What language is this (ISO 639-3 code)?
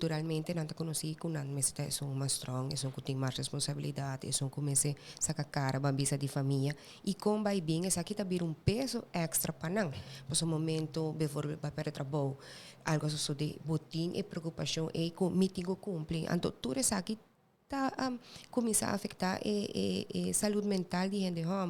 pap